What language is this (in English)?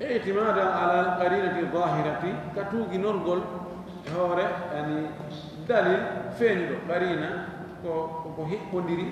Fula